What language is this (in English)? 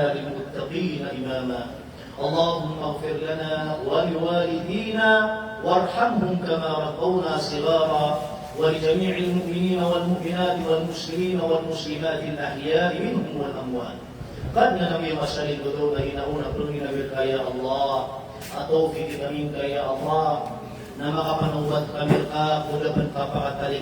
Maranao